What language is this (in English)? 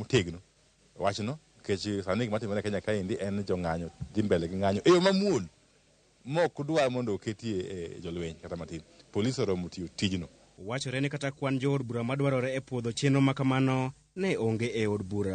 Luo (Kenya and Tanzania)